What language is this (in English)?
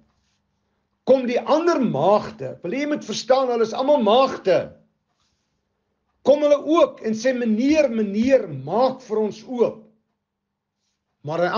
Afrikaans